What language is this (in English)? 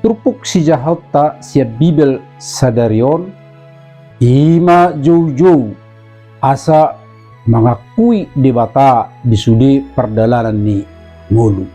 Batak Toba